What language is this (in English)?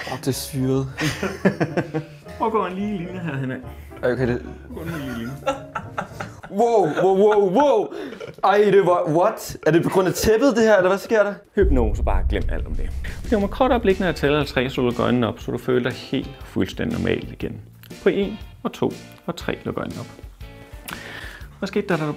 Danish